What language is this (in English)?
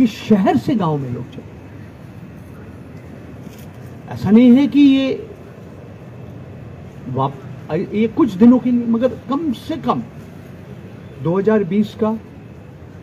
Hindi